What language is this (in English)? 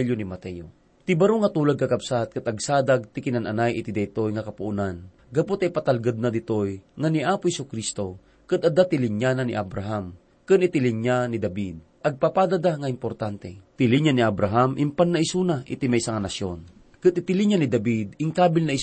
Iloko